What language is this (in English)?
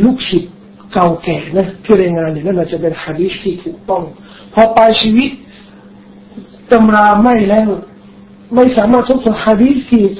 Thai